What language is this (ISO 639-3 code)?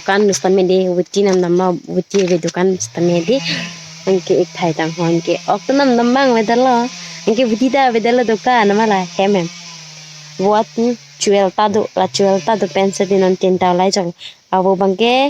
mjw